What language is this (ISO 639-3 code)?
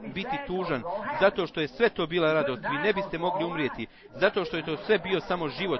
bos